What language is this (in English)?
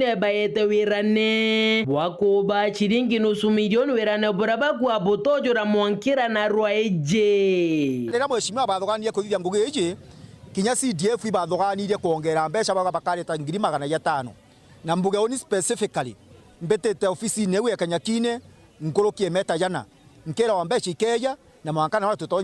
Meru